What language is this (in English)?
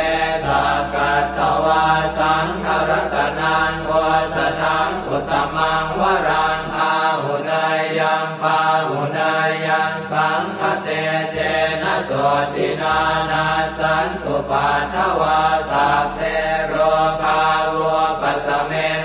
Pali